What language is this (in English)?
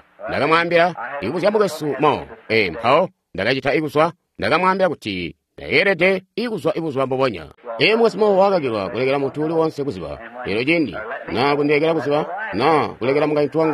Tonga (Zambia)